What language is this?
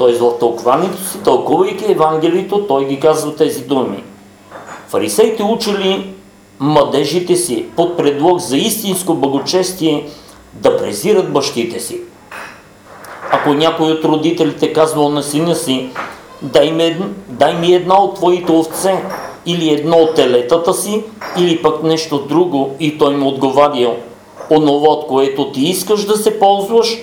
Bulgarian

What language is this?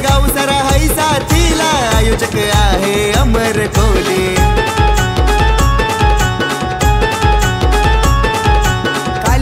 Marathi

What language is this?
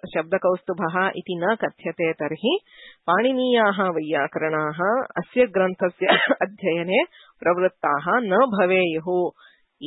Sanskrit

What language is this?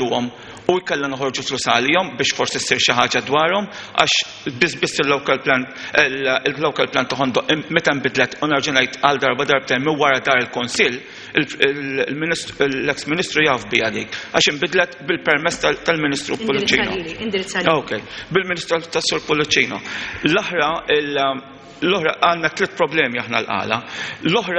Maltese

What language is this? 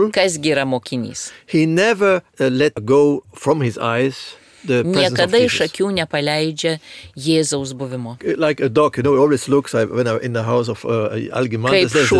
Lithuanian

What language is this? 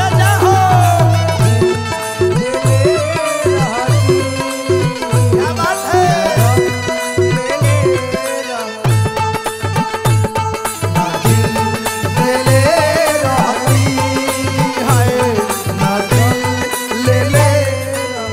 Bhojpuri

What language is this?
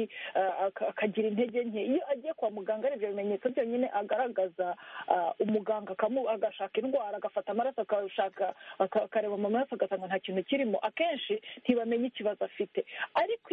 Kinyarwanda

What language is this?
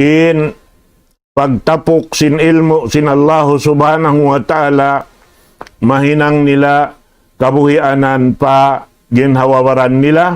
Tausug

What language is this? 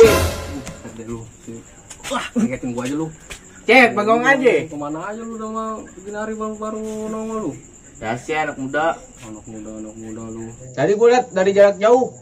Betawi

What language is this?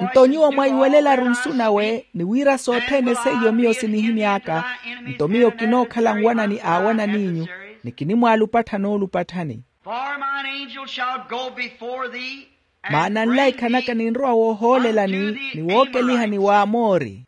Makhuwa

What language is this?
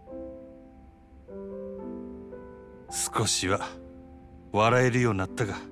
Japanese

